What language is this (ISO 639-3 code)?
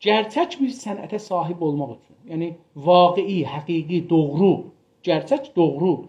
azb